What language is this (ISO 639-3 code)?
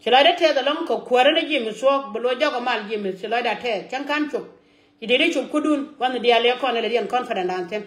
nus